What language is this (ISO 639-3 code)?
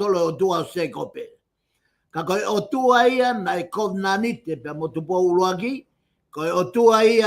ton